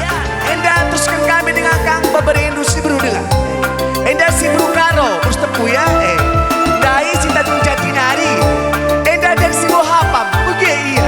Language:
Batak Karo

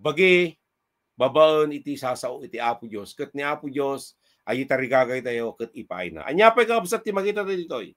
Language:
Iloko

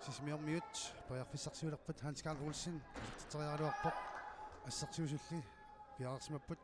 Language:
Kalaallisut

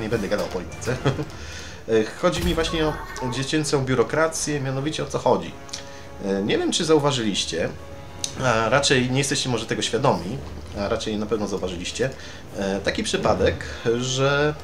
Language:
Polish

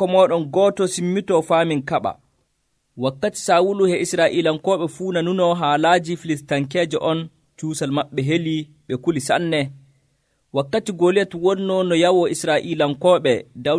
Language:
Nigerian Fulfulde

